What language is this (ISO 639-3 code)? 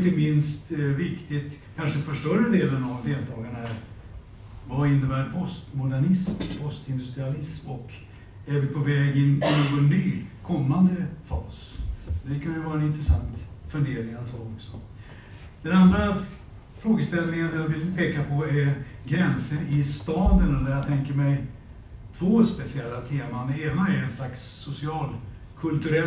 swe